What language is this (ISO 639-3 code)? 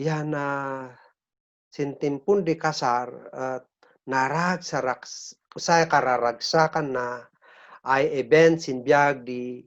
kne